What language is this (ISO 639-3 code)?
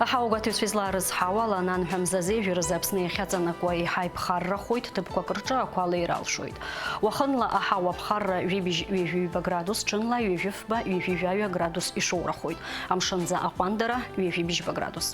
abk